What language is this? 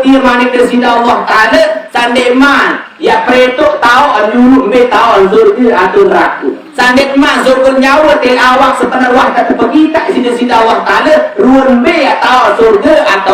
Sasak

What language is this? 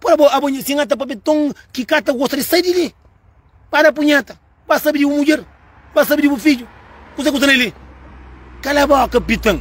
Kabuverdianu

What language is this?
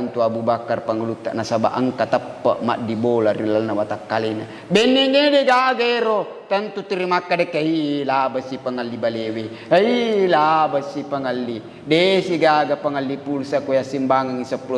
Buginese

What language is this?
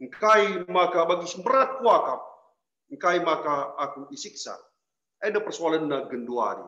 Batak Karo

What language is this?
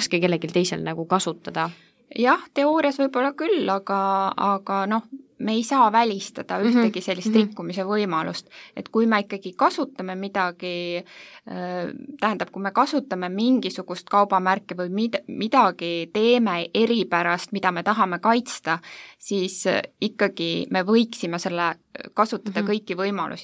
Estonian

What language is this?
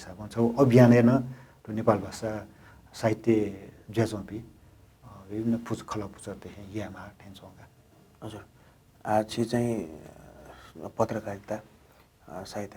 Newari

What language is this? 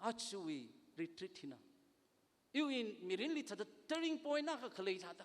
Tangkhul Naga (India)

